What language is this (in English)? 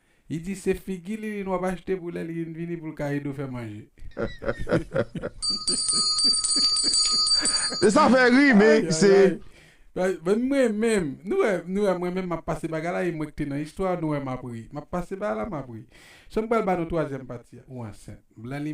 Haitian Creole